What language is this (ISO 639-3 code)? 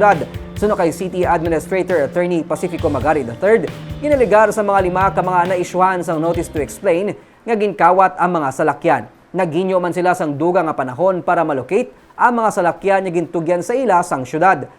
hil